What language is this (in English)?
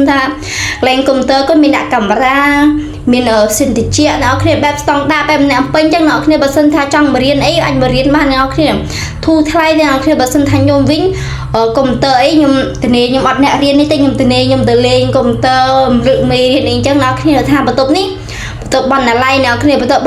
Khmer